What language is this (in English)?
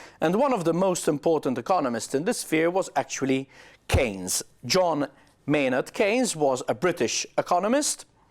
English